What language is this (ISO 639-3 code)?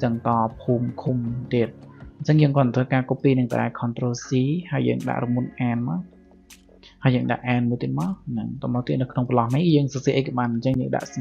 khm